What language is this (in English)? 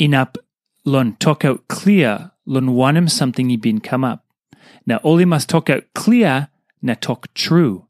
Tok Pisin